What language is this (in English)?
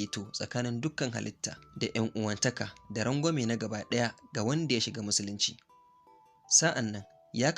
Hausa